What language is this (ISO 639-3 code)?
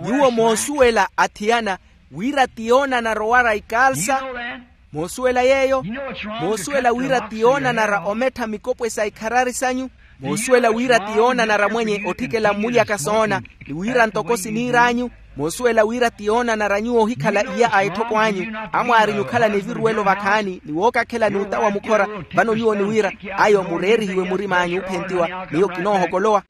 vmw